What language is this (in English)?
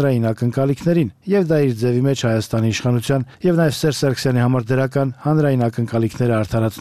Armenian